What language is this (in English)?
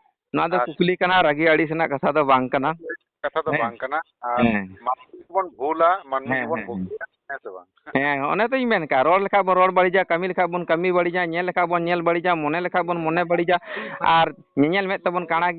Santali